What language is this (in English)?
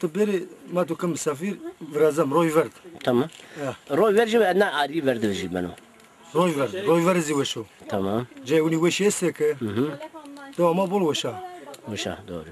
Zaza